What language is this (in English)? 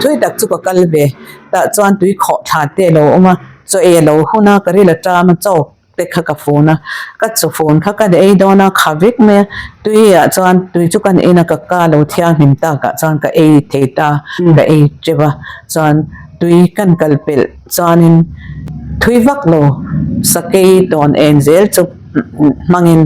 Mizo